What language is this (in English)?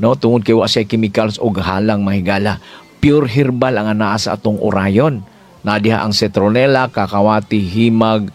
Cebuano